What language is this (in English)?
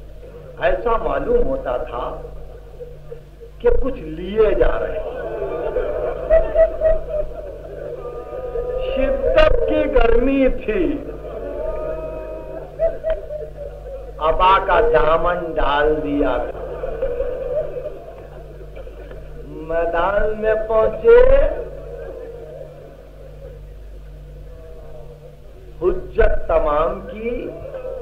Urdu